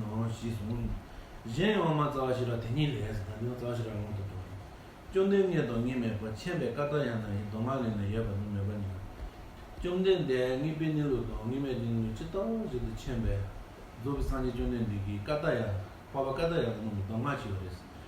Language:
Tibetan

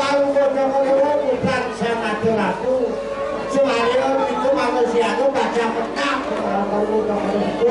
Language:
Balinese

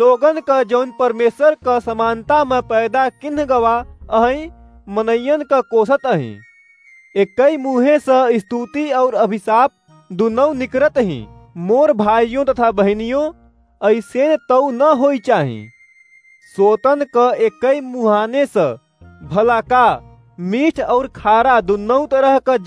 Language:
Awadhi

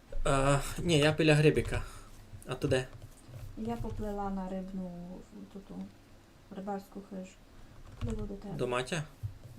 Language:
Rusyn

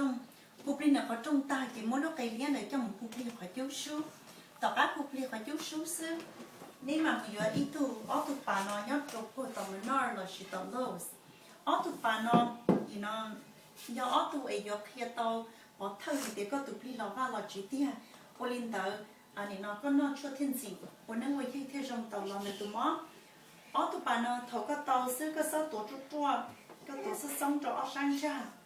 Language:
Hmong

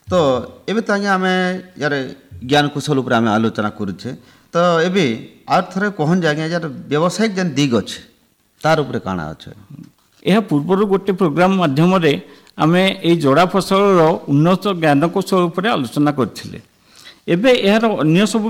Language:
Odia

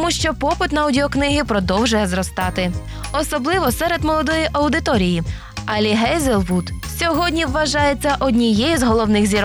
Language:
Ukrainian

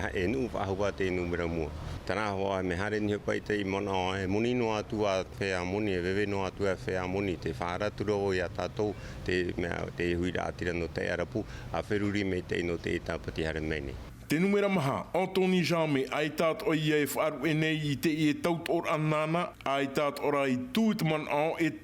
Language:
Tahitian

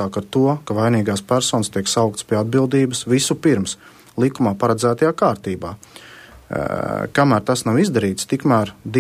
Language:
Latvian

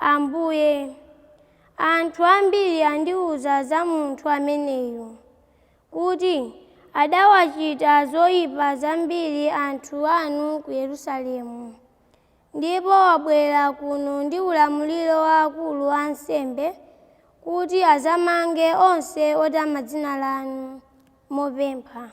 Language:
Nyanja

